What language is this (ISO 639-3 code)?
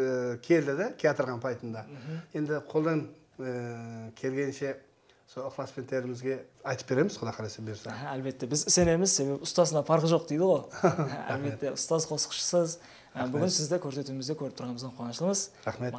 kaa